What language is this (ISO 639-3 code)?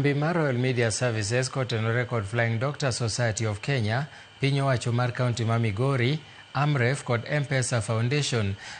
luo